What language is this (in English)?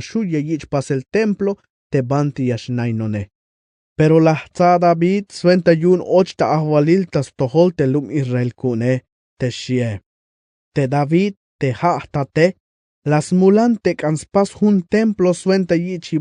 Tzeltal